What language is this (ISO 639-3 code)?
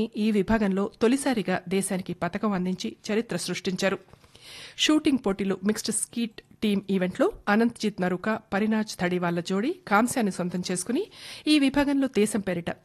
tel